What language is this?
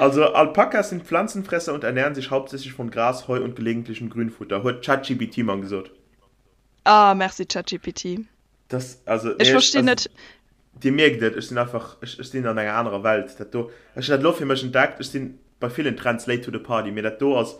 Luxembourgish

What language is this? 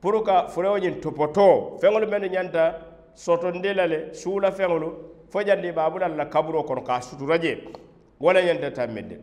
Mandingo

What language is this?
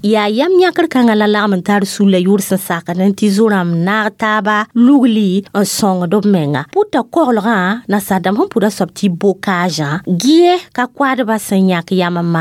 Mossi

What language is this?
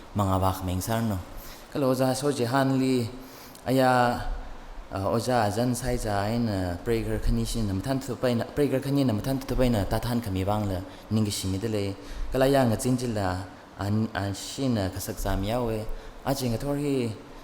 Tangkhul Naga (India)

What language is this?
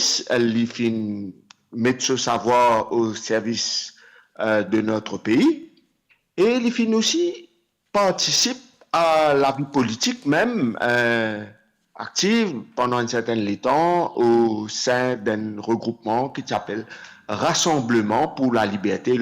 Morisyen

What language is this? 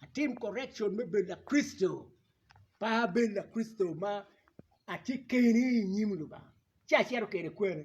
Acoli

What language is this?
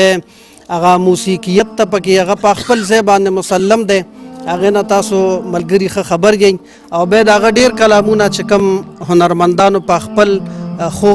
Pashto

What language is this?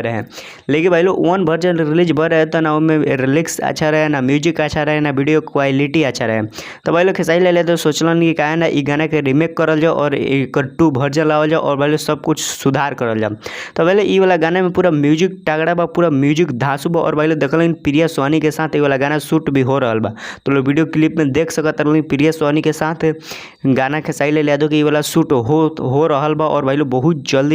Bhojpuri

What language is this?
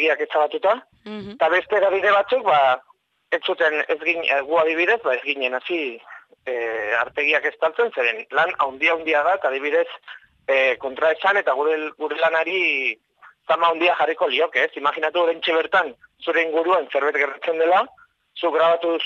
Basque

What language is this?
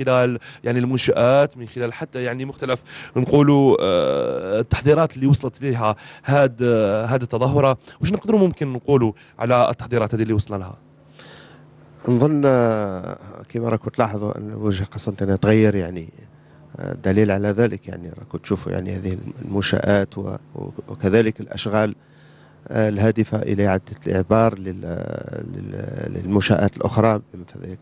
Algerian Arabic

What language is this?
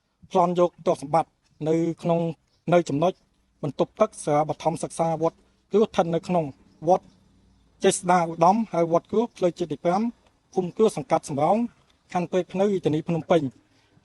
Khmer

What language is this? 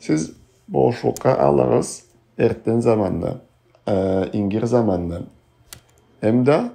Karachay-Balkar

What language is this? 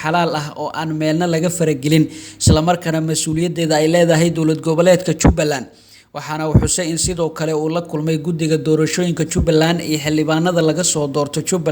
Somali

